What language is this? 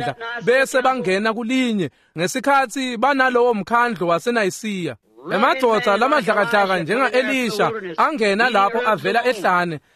Swati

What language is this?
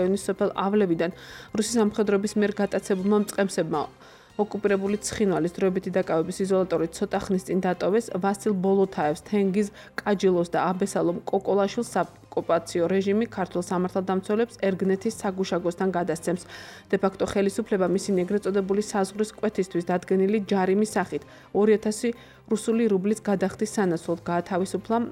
Georgian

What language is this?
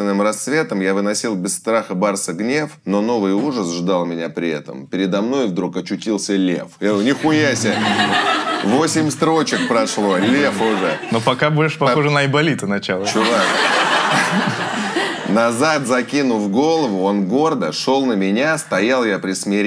Russian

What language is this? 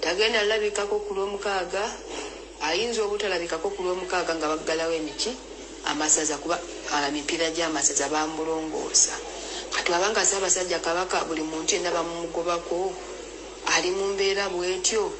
Ganda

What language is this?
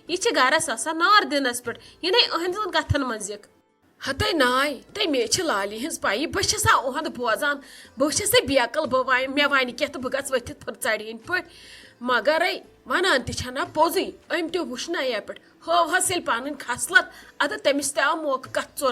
Kashmiri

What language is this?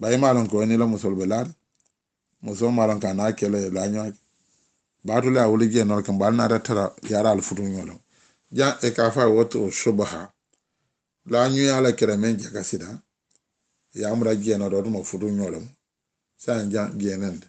Mandingo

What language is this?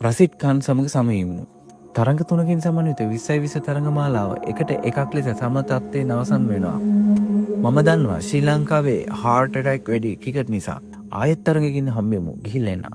Sinhala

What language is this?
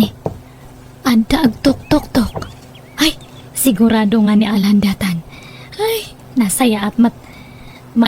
Iloko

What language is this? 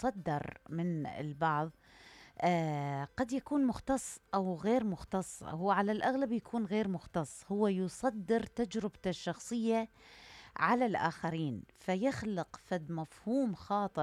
Mesopotamian Arabic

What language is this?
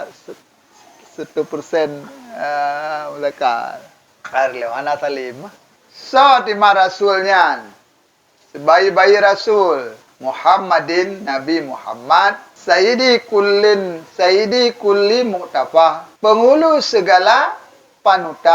Achinese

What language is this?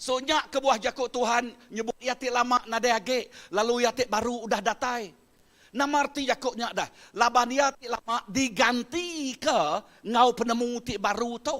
Iban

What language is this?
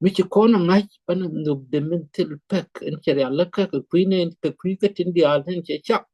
Nuer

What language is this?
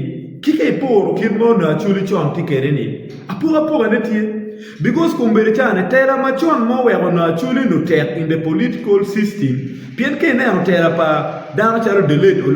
Acoli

